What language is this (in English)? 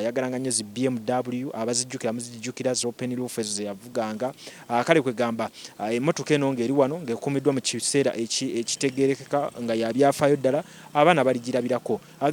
Ganda